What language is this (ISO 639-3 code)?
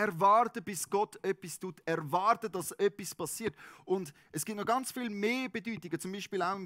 gsw